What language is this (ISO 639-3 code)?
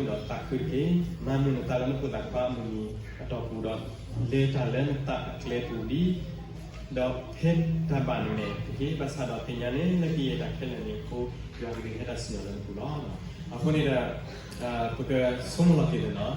ksw